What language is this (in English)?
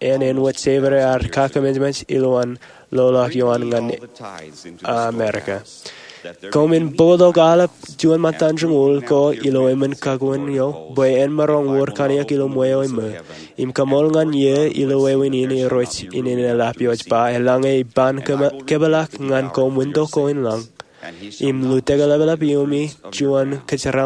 Marshallese